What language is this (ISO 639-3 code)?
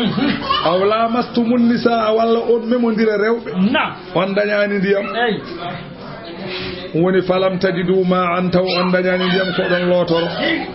ful